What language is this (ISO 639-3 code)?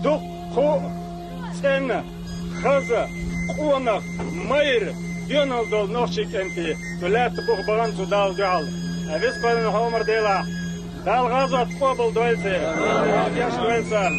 che